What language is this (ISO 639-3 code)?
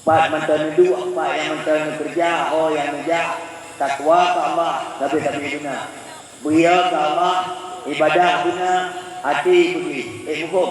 ace